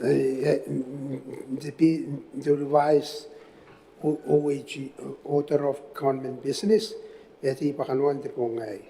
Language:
Gilbertese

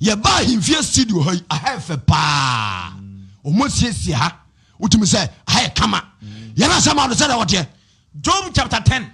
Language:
Akan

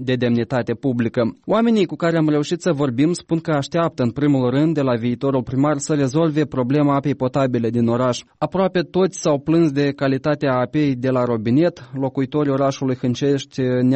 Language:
Romanian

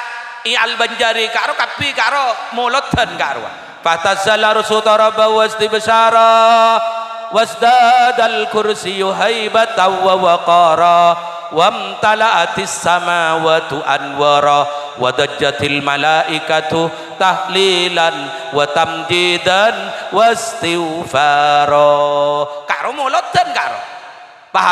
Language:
Madurese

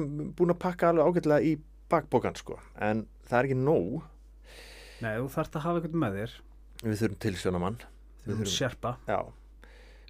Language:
Icelandic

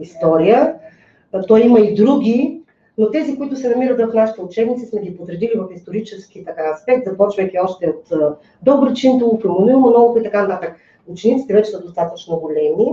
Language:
Bulgarian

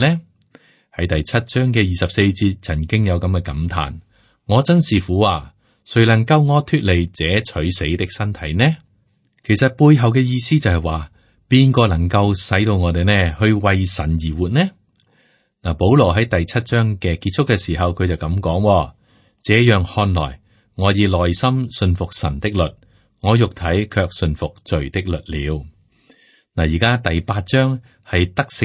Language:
Cantonese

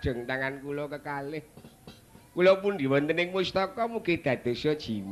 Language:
Javanese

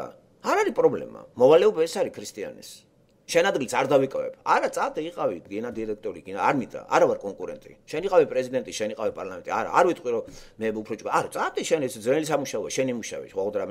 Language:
Georgian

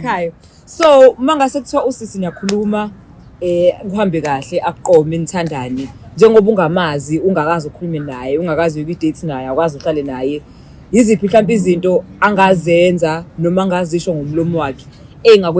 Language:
Zulu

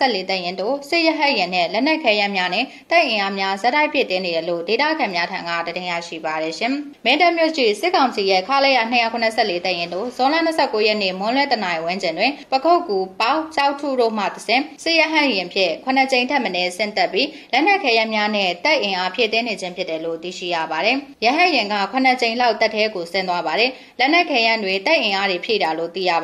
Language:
Burmese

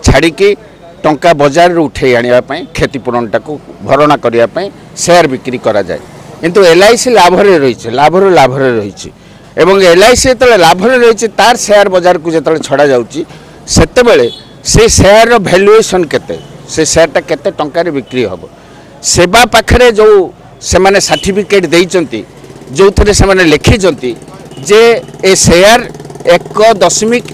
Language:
Odia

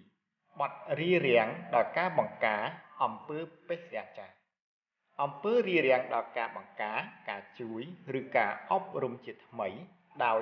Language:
Khmer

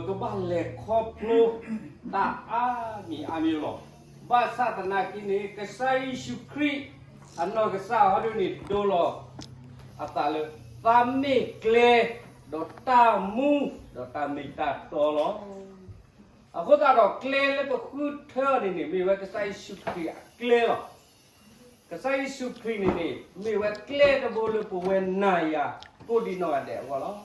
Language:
S'gaw Karen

